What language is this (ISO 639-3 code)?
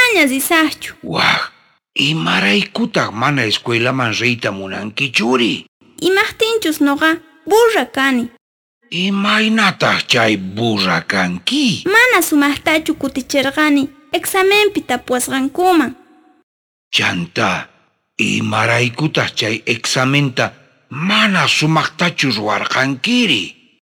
quh